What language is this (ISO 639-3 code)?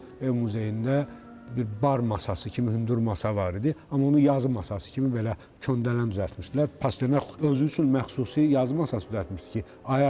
aze